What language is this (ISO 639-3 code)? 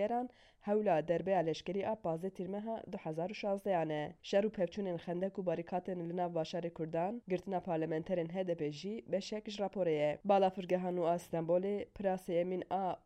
kur